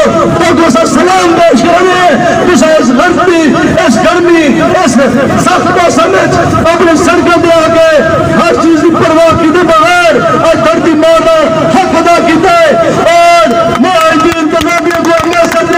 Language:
Saraiki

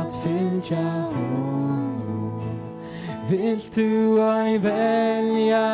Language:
Faroese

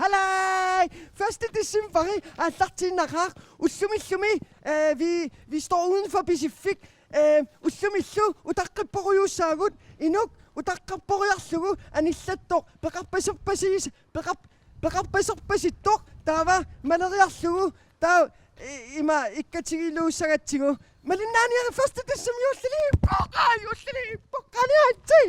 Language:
Kalaallisut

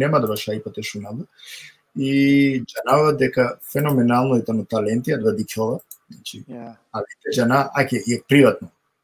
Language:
Balkan Romani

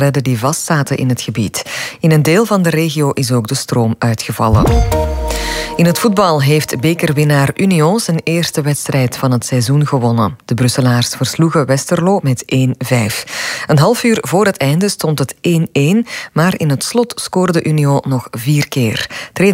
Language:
Dutch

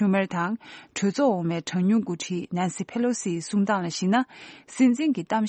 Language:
Tibetan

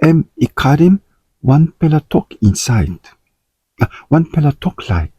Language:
Tok Pisin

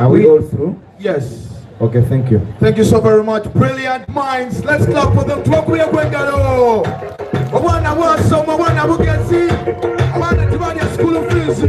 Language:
Soga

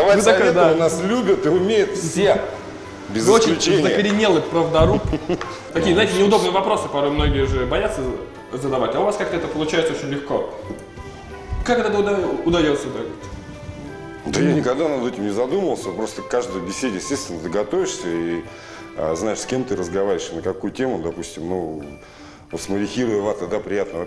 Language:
Russian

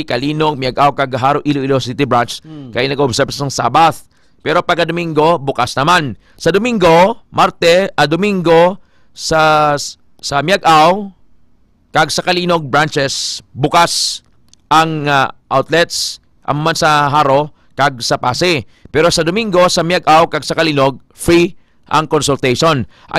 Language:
Hiligaynon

